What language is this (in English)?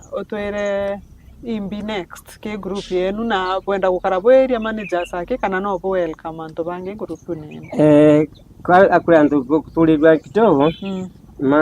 Meru